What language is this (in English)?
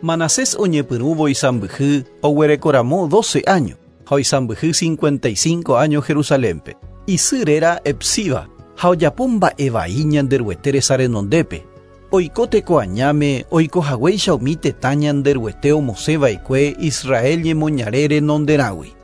Guarani